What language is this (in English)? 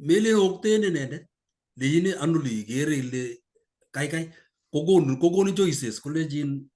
Kalenjin